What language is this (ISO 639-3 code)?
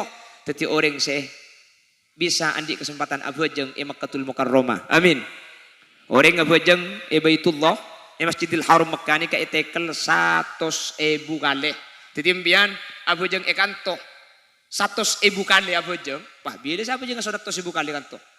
mad